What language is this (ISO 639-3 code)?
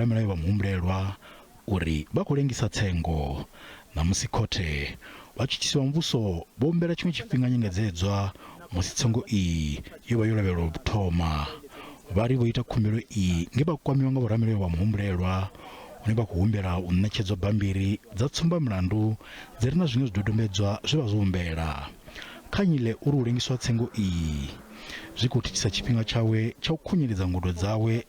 ven